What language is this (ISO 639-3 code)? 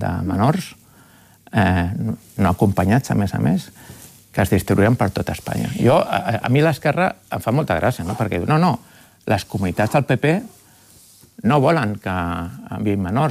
cat